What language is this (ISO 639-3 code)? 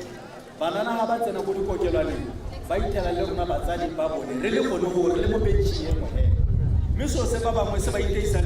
tsn